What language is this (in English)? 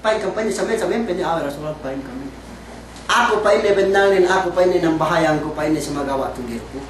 Yakan